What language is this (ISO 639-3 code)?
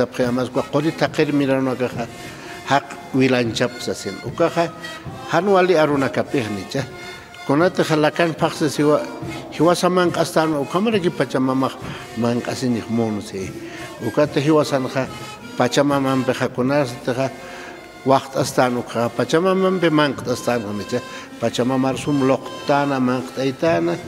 aym